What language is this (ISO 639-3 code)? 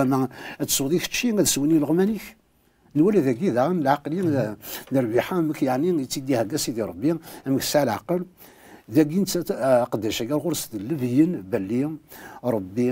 kab